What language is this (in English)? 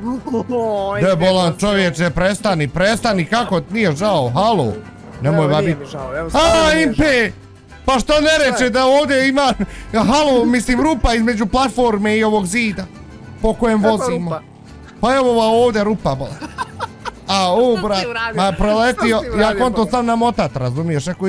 Bosnian